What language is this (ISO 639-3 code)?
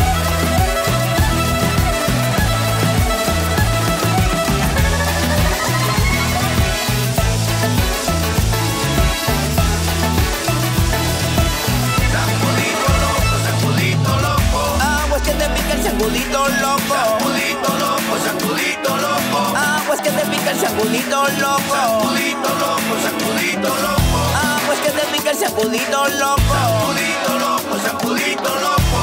spa